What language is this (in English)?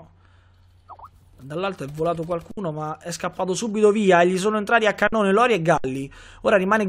Italian